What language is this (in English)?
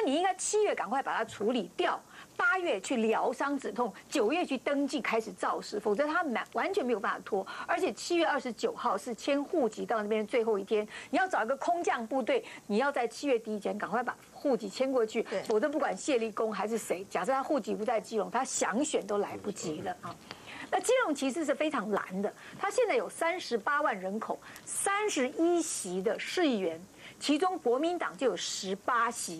Chinese